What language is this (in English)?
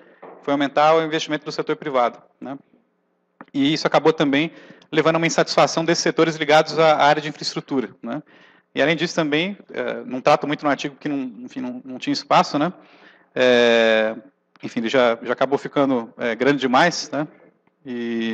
Portuguese